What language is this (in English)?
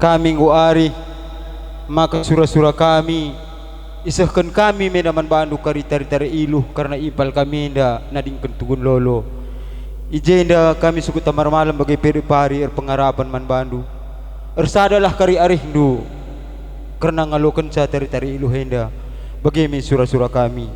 Batak Karo